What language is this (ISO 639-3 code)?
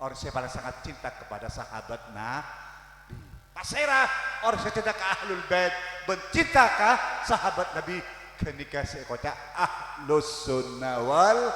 mad